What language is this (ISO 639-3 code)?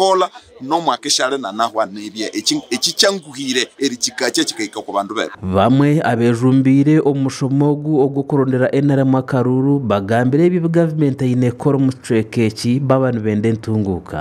nyn